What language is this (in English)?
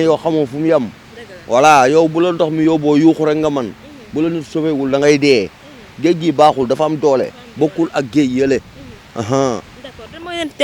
Wolof